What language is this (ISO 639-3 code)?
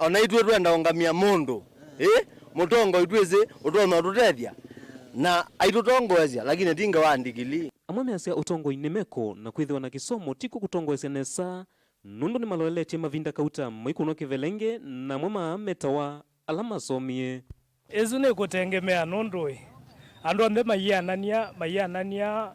kam